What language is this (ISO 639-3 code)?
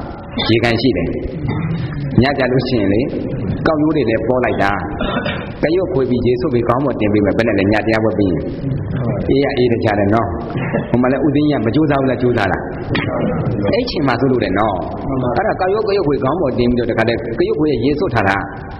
mya